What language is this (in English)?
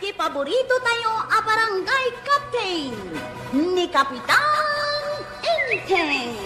Iloko